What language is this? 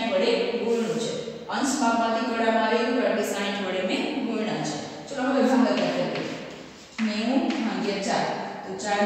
Gujarati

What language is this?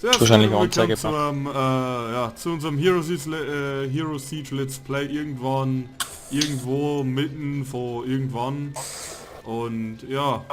Bavarian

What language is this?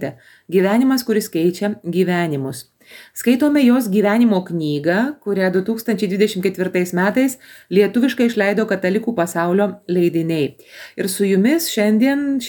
Lithuanian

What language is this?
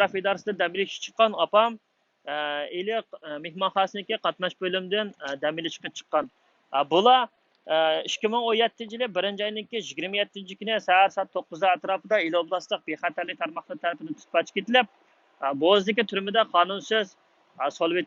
Uyghur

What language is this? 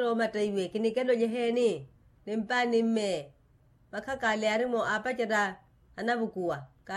Makhuwa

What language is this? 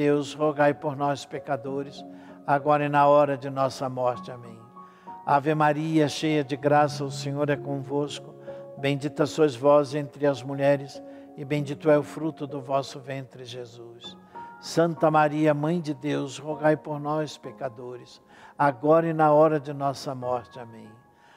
Portuguese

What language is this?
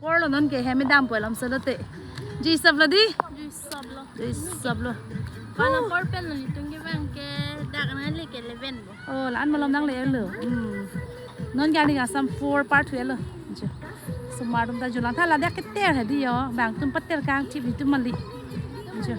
Karbi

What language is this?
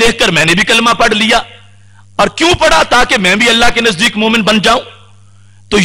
Urdu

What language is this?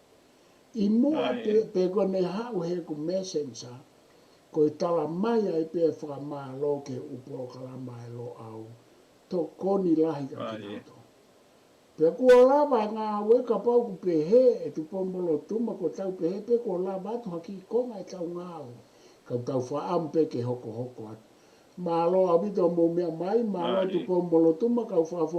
Tongan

